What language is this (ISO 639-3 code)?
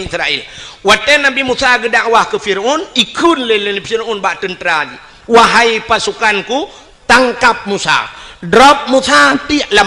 ace